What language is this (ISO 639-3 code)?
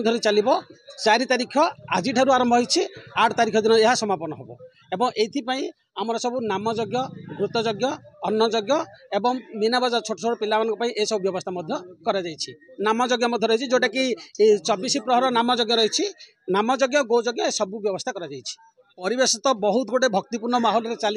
ori